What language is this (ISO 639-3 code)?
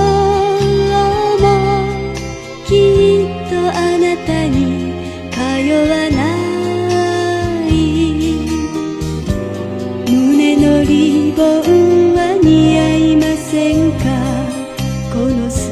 jpn